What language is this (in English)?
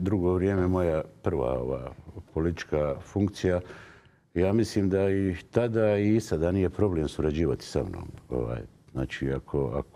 Bosnian